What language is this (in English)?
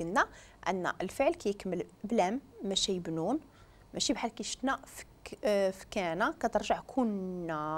Moroccan Arabic